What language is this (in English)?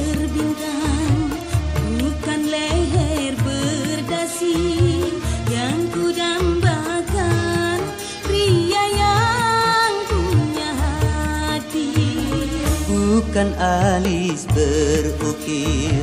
Malay